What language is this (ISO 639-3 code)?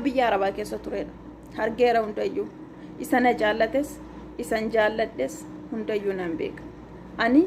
orm